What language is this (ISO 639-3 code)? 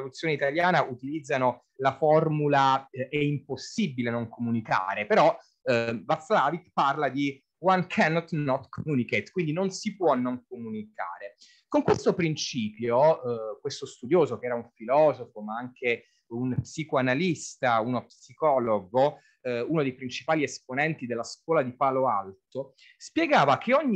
ita